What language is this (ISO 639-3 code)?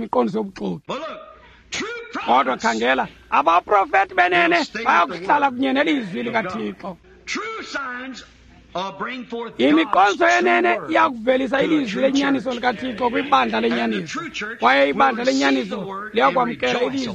xho